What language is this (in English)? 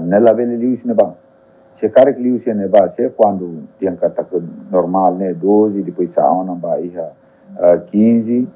Tetum